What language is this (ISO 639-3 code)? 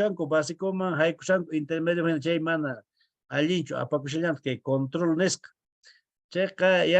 que